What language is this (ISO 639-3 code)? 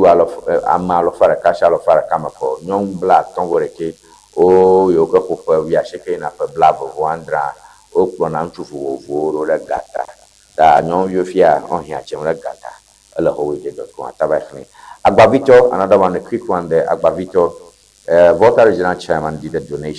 ewe